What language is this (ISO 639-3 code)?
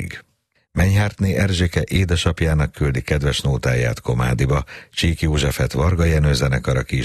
hun